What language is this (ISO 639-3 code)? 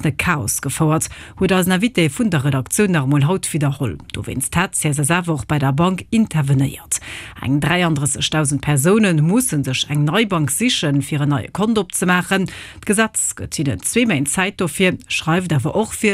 ltz